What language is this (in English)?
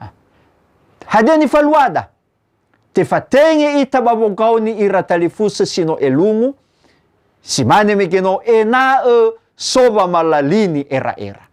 Nias